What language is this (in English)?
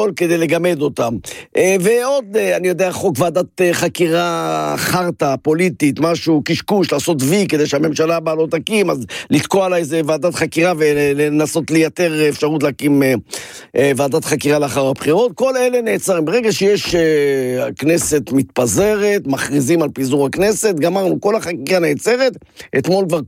Hebrew